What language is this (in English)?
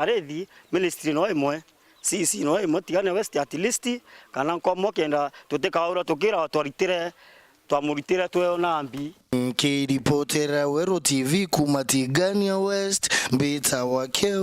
Meru